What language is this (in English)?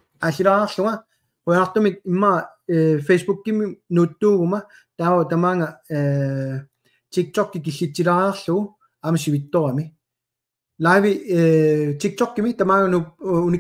Kalaallisut